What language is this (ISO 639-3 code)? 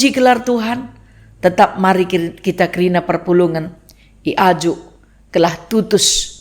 btx